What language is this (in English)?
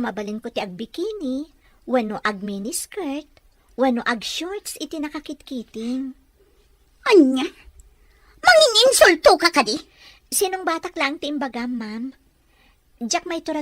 Iloko